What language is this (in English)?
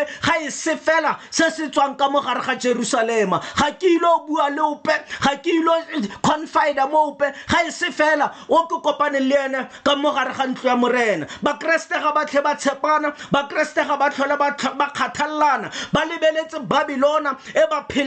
Tswana